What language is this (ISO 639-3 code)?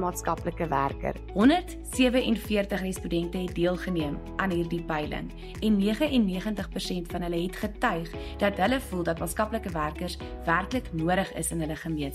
afr